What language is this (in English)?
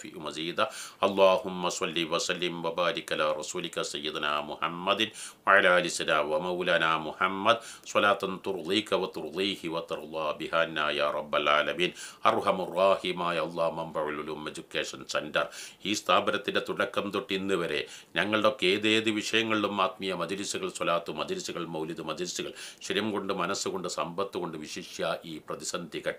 Malayalam